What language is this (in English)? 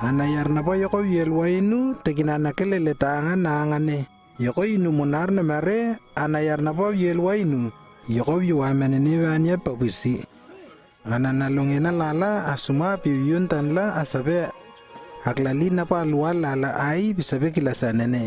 Lewo